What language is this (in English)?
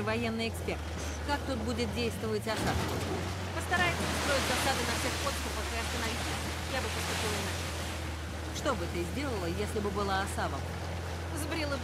Russian